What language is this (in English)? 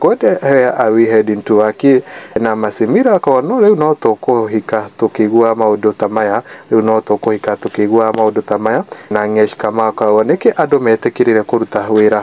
Kikuyu